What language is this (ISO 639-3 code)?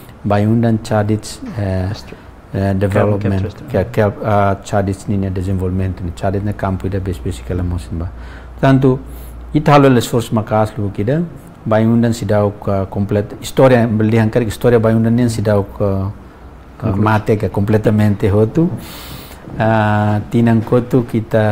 tet